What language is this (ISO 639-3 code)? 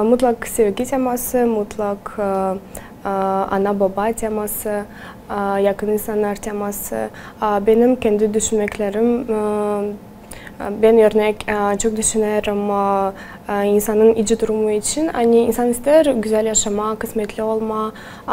gag